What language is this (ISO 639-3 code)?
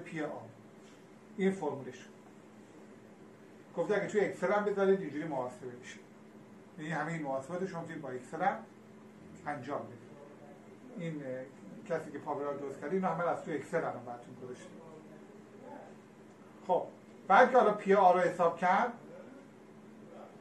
fas